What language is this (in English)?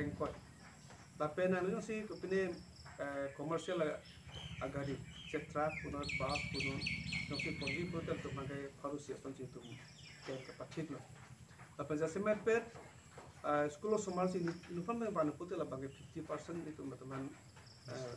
Karbi